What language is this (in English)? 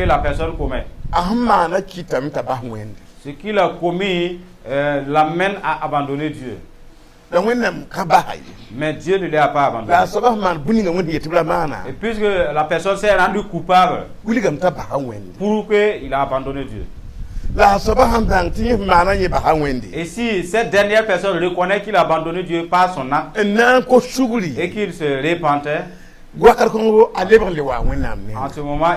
Mossi